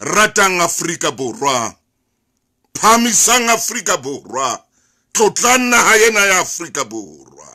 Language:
Southern Sotho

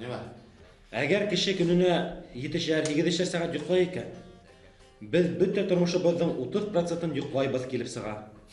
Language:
Bashkir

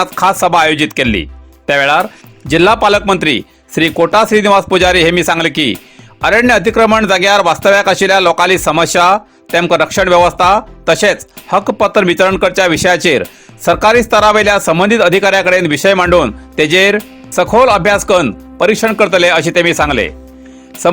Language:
Konkani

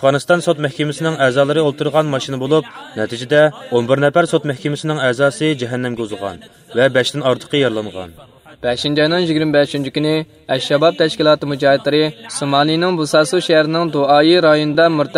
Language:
Uyghur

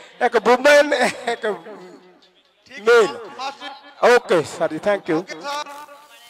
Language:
Punjabi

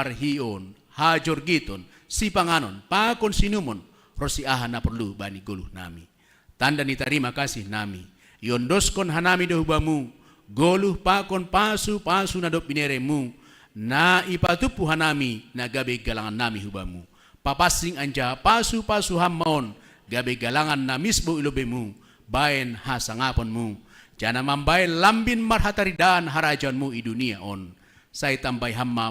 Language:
Batak Simalungun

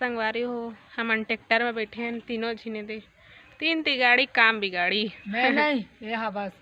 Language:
Chhattisgarhi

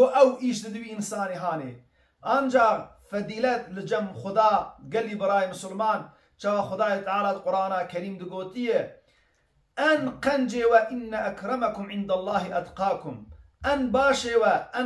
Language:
Kurdish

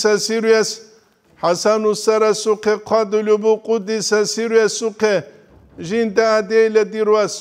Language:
Avaric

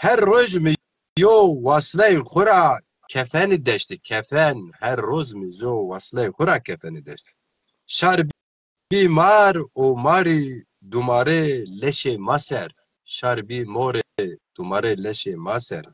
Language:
Zaza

